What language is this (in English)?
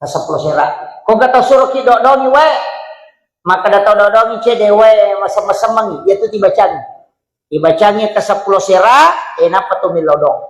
Buginese